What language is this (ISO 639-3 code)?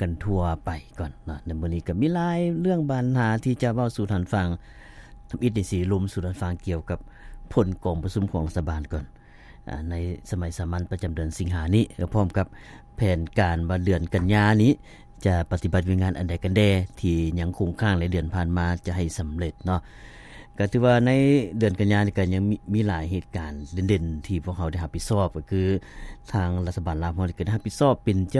lao